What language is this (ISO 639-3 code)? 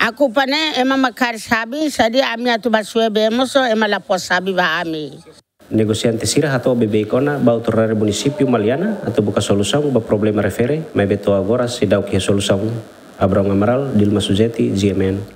tet